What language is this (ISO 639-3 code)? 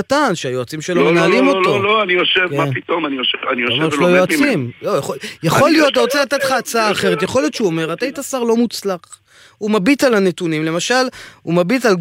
heb